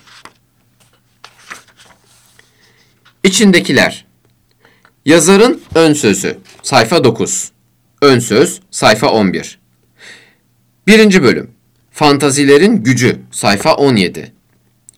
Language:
Turkish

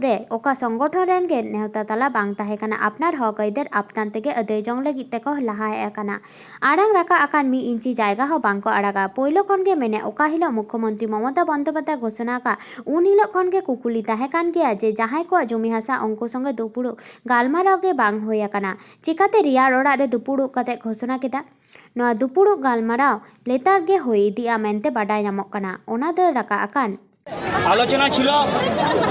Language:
Santali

